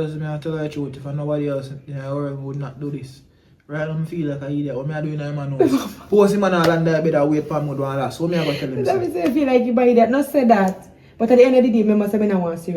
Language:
Jamaican Creole English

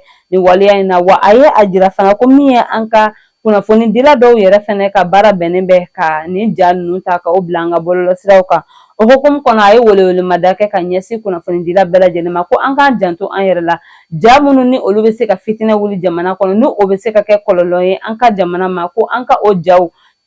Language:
Bambara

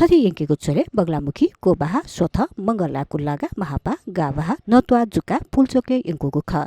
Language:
Newari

